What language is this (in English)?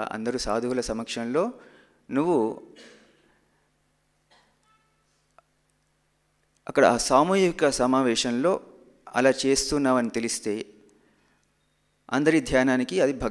Telugu